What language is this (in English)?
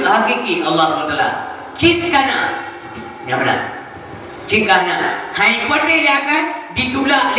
Achinese